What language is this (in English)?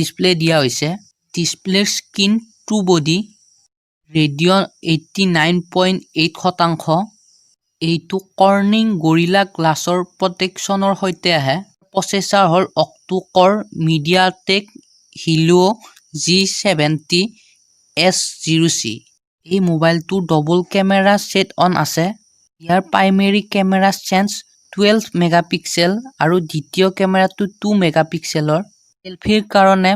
Assamese